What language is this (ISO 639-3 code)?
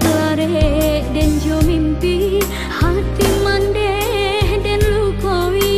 min